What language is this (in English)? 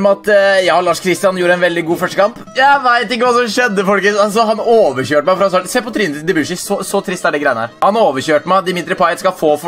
Norwegian